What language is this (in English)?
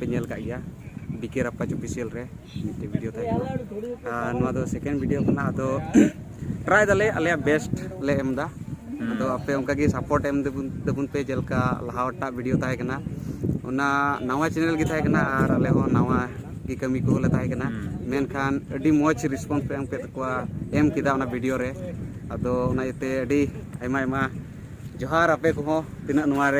Santali